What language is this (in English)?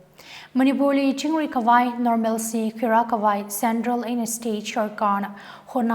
Tangkhul Naga (India)